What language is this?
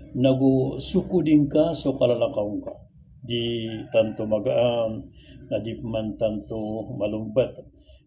Maranao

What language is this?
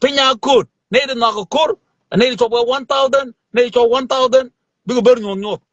Nuer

